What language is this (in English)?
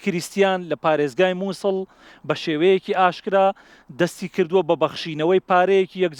Central Kurdish